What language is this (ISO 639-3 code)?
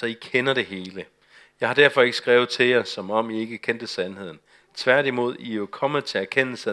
dan